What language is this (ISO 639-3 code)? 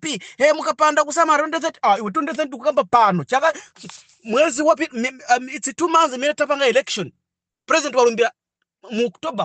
nya